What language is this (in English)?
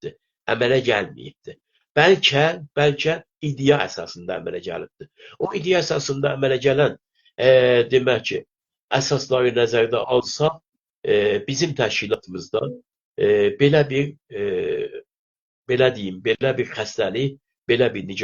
South Azerbaijani